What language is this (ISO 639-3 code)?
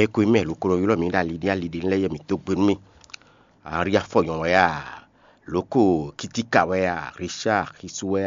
fon